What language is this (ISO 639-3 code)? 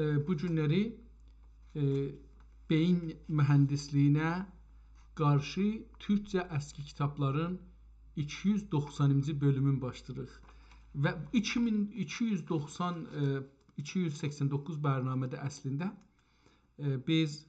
azb